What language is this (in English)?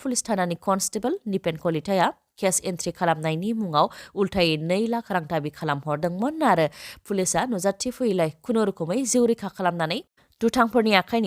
Bodo